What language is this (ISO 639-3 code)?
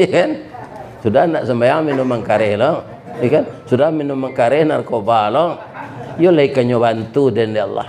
min